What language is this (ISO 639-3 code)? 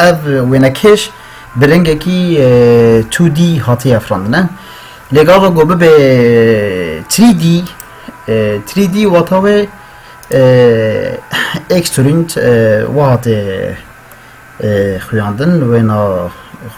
kur